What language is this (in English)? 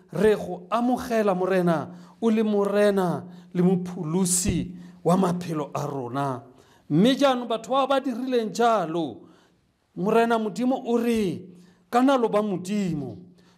Tswana